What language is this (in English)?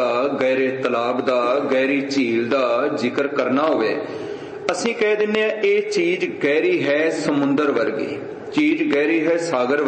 Punjabi